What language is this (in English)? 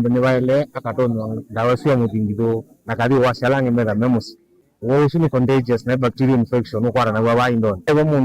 Kamba